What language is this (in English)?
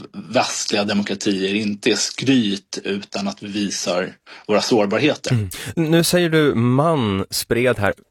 Swedish